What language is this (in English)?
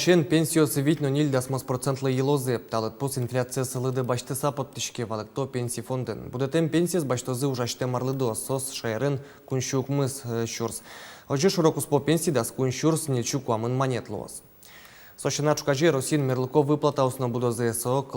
Udmurt